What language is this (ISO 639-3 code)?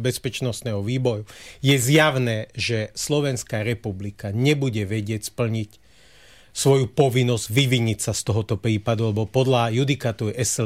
slk